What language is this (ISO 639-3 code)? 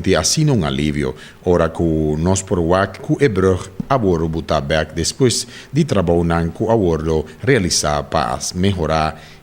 pap